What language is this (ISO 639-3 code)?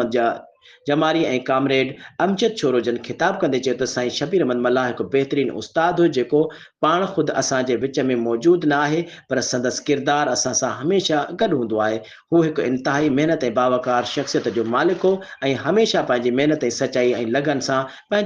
snd